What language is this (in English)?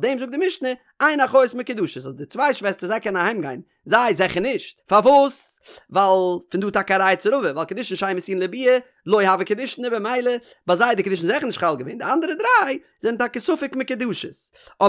Yiddish